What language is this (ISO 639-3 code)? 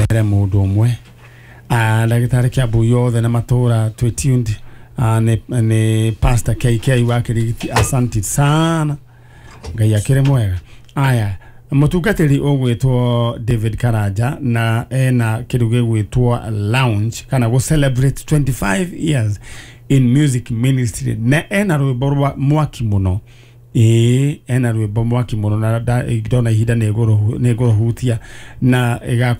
kik